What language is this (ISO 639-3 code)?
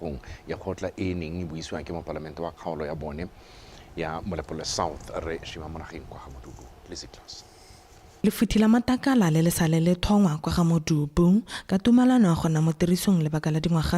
tsn